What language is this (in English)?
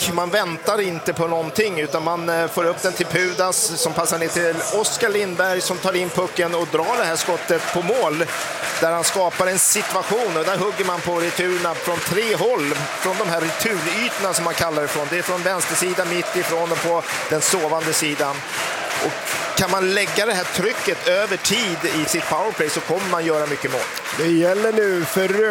Swedish